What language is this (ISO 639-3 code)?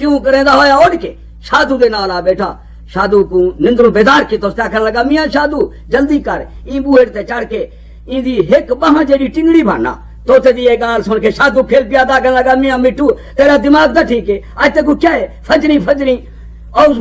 skr